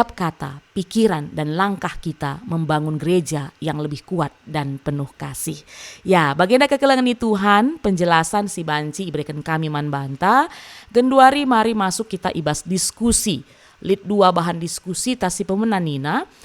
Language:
Batak Karo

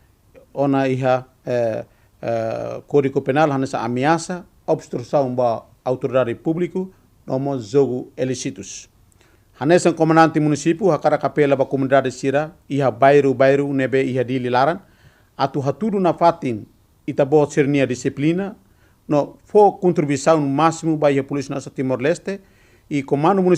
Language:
Tetum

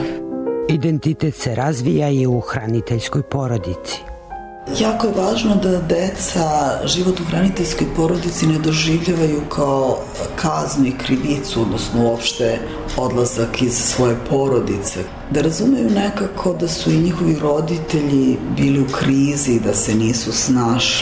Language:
Serbian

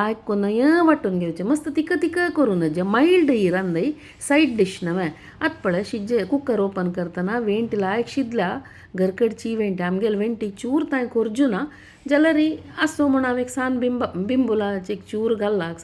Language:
Konkani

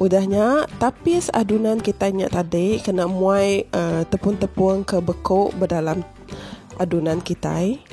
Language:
Iban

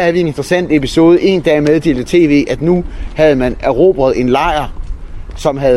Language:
Danish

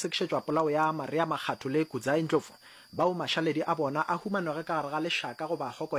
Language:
Northern Sotho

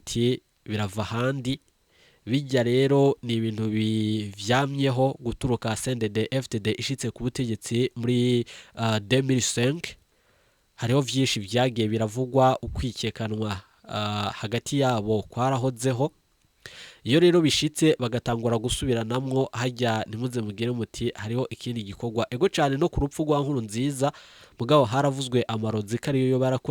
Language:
Rundi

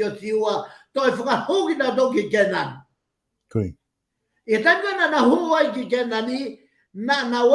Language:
Tongan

